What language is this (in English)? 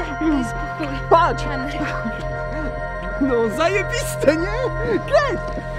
Polish